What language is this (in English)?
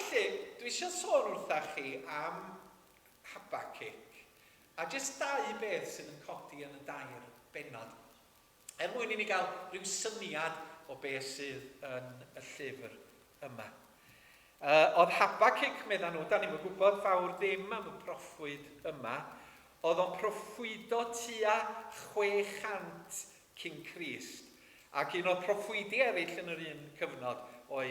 Welsh